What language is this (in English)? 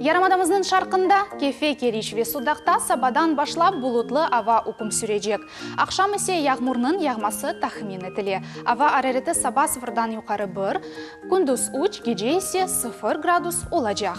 Crimean Tatar